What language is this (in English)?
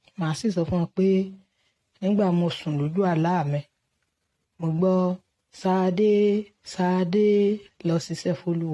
Yoruba